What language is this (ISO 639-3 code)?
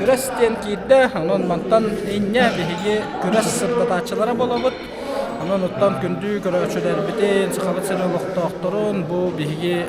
sah